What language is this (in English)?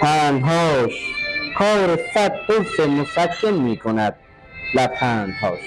Persian